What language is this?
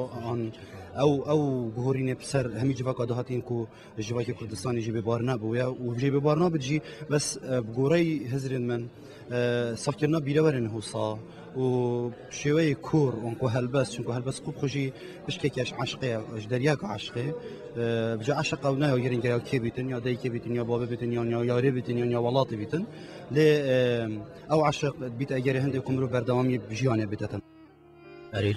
Kurdish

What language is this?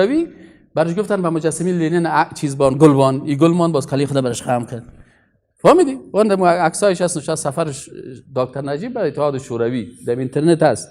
Persian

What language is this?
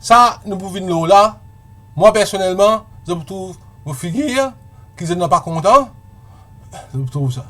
Morisyen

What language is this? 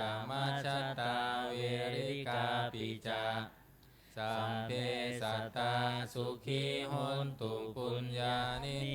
Pali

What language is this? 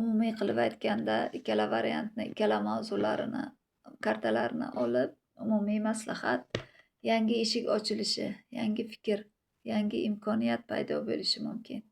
Uzbek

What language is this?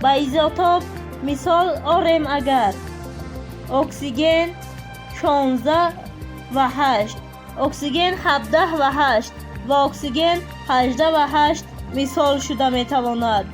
Tajik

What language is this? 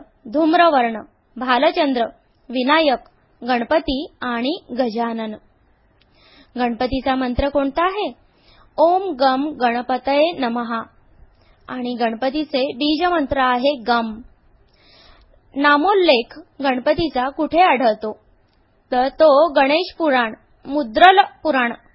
Marathi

